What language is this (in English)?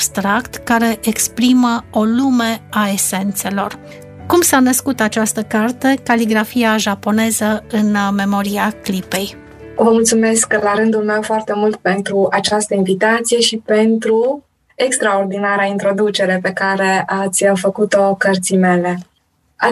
Romanian